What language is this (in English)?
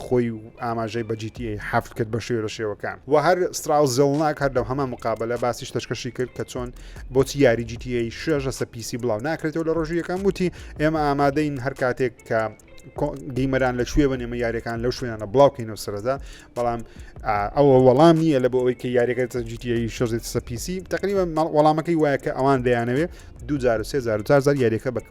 Central Kurdish